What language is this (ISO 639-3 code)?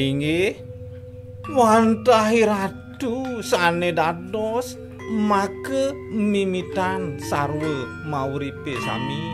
ban